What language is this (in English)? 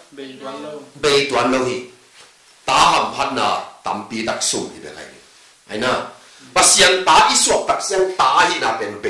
Tedim Chin